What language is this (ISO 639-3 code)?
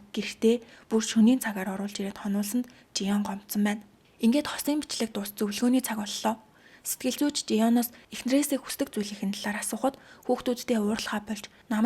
mon